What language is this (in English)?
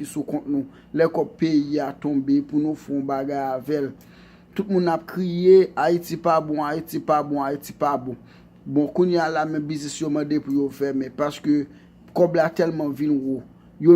Haitian Creole